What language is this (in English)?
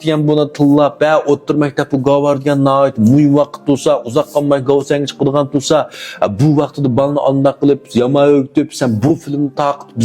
Uyghur